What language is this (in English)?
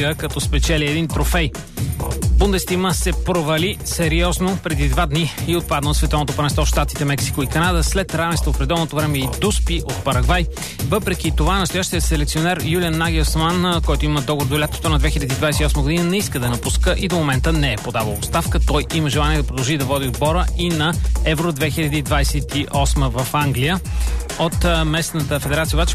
Bulgarian